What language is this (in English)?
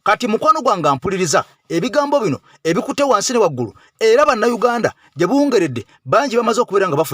Ganda